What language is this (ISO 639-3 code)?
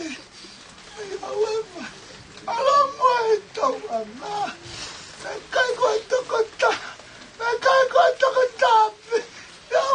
ton